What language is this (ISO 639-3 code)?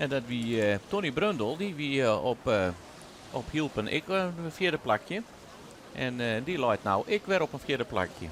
fry